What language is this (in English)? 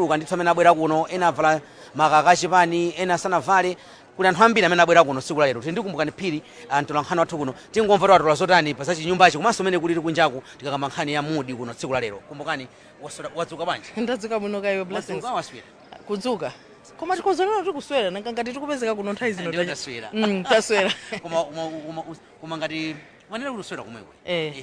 Nyanja